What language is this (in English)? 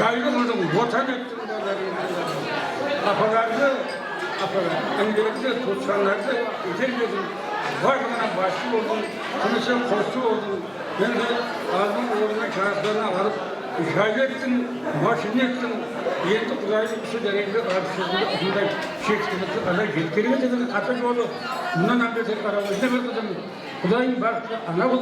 Kara-Kalpak